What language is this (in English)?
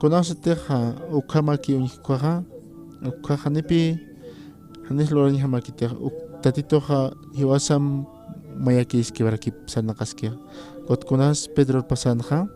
Aymara